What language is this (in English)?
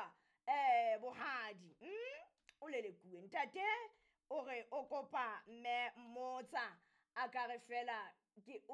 Southern Sotho